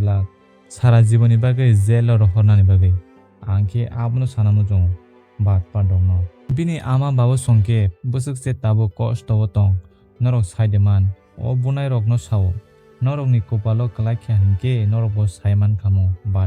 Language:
Kok Borok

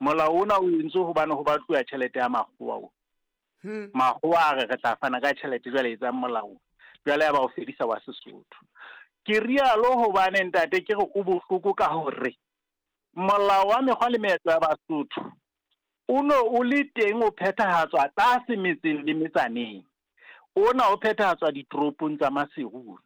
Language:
Southern Sotho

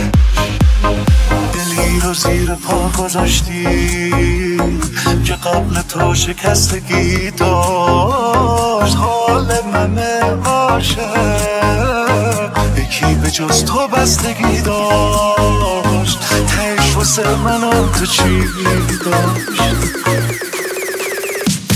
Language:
Persian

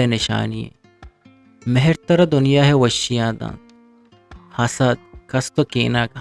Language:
Eastern Balochi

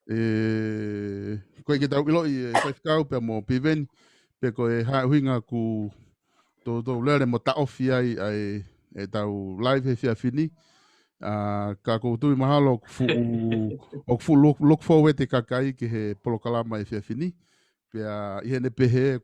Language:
Tongan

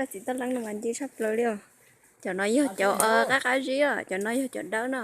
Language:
Hmong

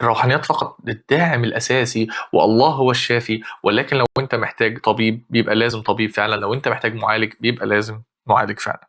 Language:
Egyptian Arabic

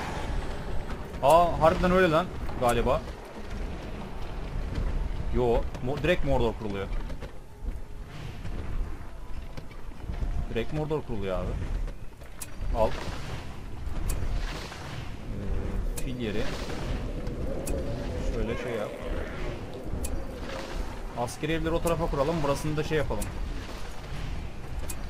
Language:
Turkish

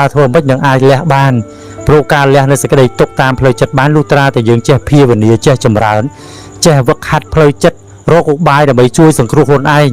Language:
Khmer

